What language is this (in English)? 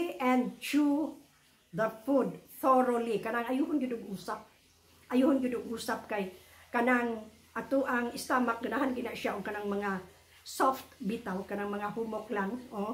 Cebuano